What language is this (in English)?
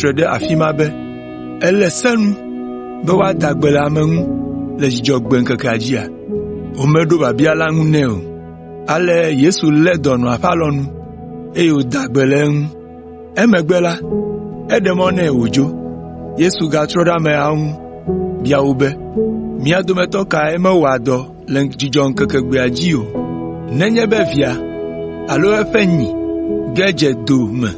Ewe